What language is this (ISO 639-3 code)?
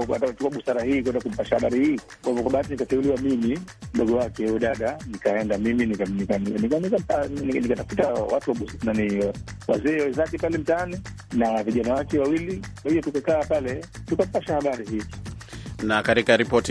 swa